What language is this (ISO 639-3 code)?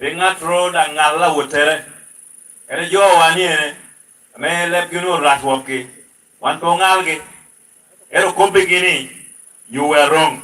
laj